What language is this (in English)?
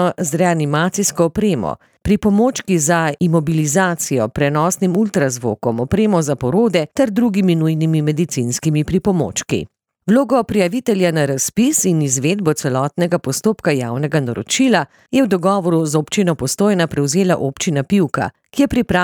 Slovenian